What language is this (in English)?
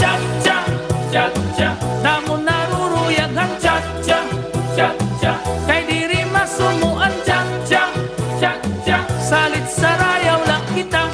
Waray